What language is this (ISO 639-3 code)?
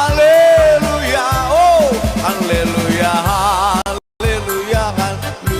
nia